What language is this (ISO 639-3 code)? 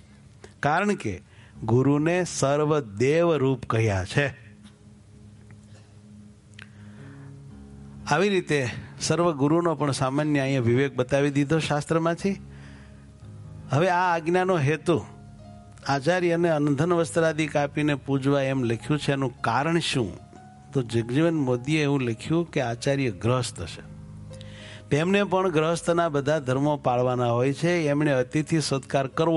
guj